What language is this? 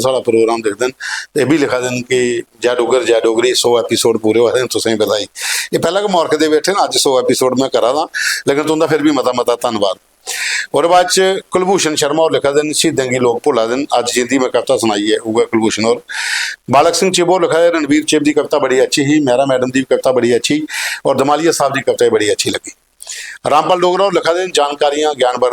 Dogri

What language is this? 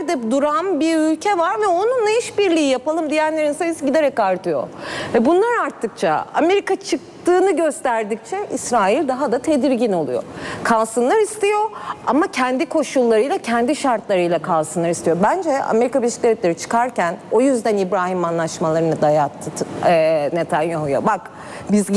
Turkish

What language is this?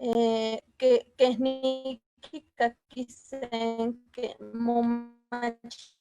Eastern Huasteca Nahuatl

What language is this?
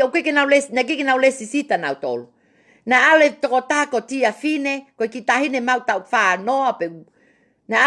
Tongan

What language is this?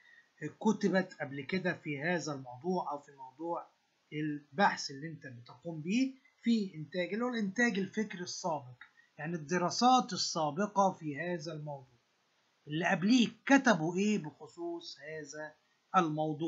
Egyptian Arabic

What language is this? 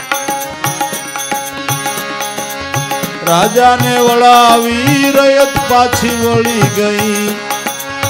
Gujarati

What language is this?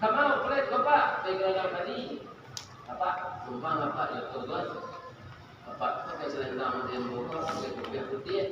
Minangkabau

